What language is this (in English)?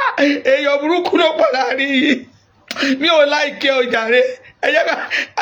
Yoruba